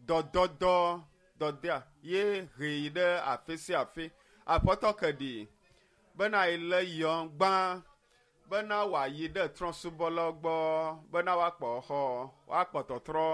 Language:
Ewe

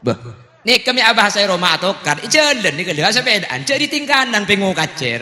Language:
Madurese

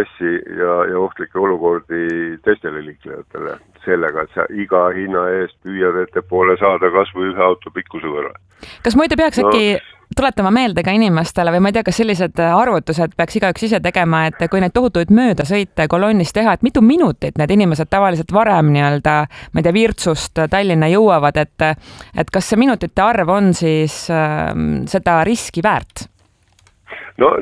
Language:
Estonian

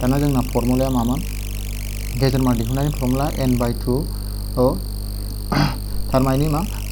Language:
Bodo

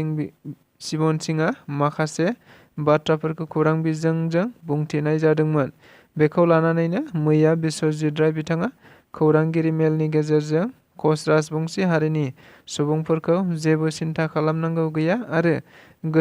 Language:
Bodo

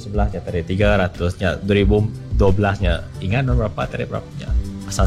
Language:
Iban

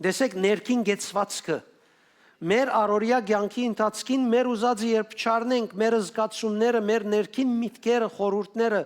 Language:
Western Armenian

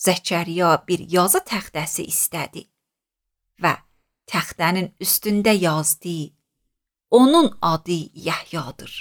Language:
Azerbaijani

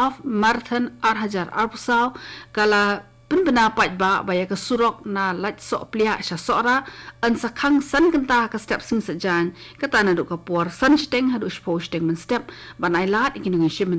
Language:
Khasi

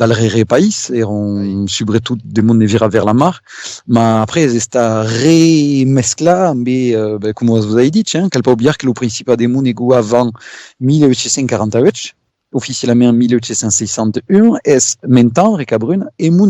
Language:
Occitan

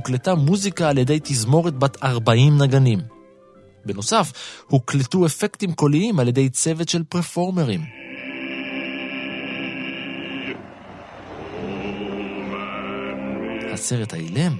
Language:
Hebrew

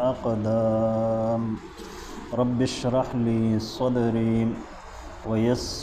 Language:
Pashto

